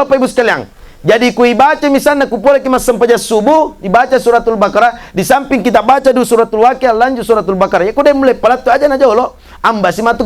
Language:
Buginese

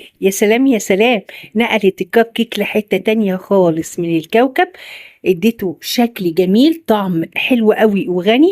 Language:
Egyptian Arabic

